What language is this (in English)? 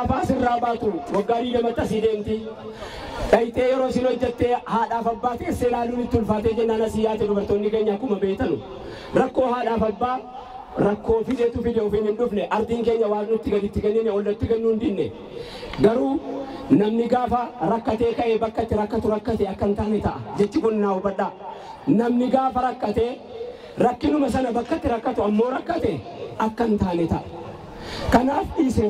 Oromo